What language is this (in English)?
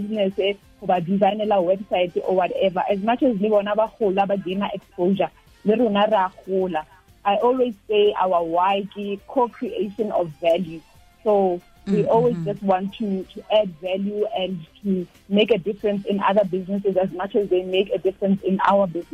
Tswana